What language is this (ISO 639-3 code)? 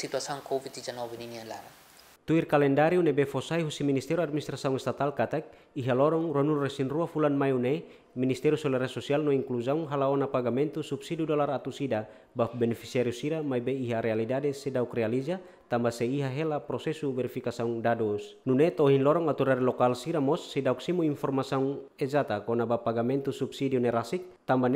tet